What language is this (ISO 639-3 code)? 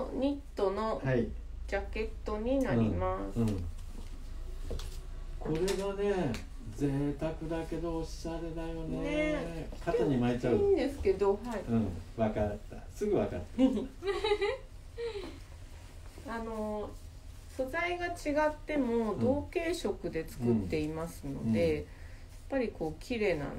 jpn